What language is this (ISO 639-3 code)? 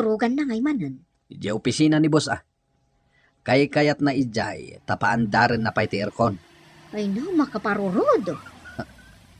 ilo